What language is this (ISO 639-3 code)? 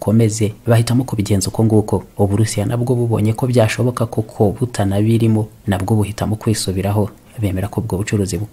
kin